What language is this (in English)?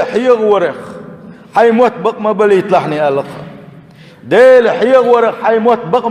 Chechen